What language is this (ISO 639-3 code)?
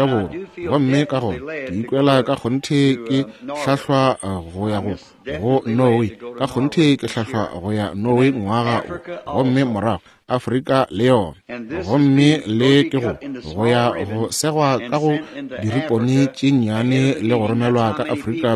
nso